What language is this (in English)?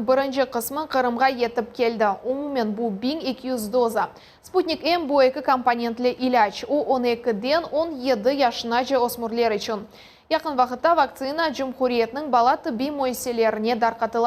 Crimean Tatar